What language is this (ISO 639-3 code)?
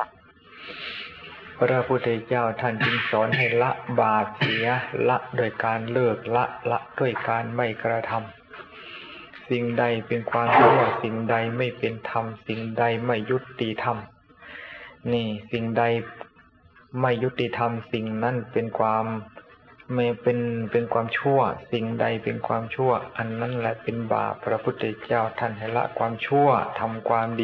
tha